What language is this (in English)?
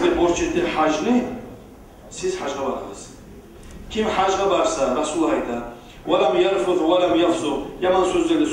Kumyk